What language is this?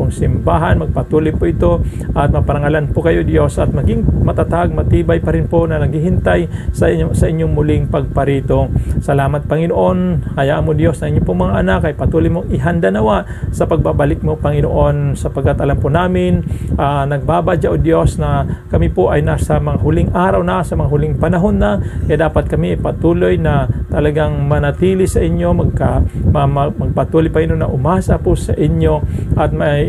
Filipino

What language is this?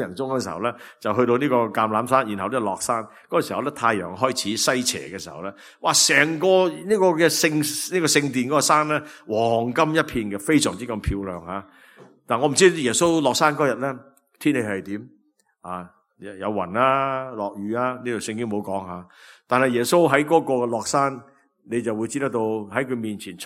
Cantonese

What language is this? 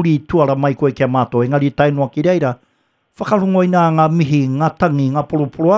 Māori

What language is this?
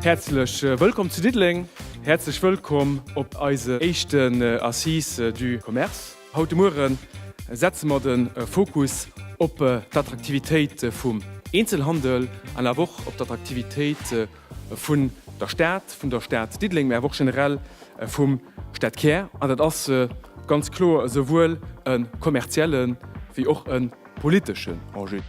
Luxembourgish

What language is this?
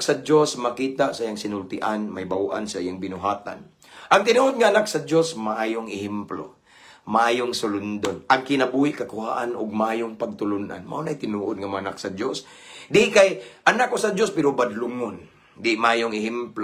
Cebuano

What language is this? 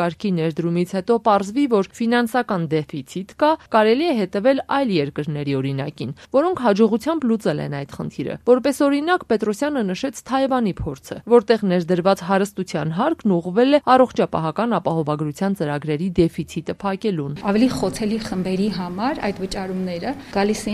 Armenian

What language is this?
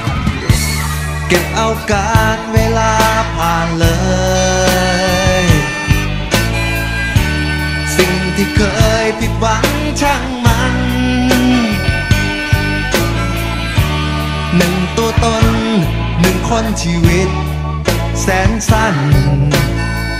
Thai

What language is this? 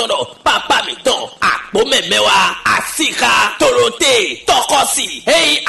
Fon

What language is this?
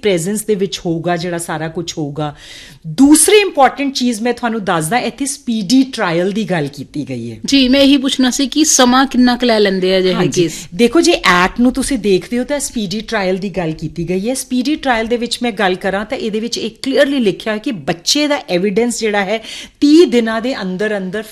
Punjabi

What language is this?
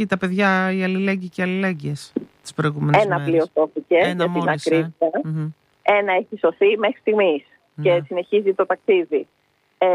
Greek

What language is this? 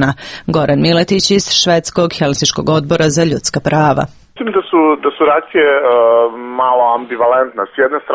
Serbian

